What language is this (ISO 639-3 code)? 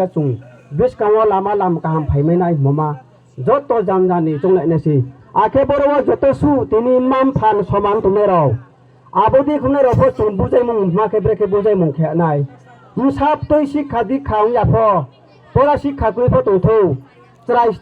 ria